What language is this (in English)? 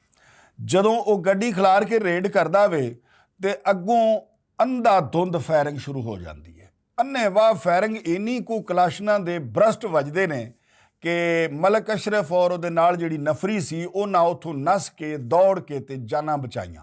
Western Panjabi